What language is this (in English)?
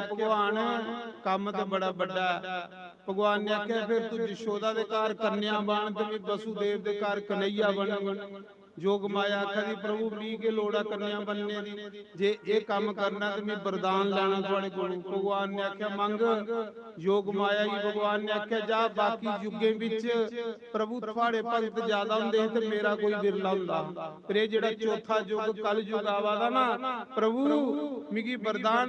Dogri